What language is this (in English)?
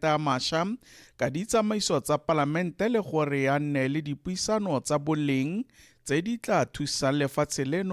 Tswana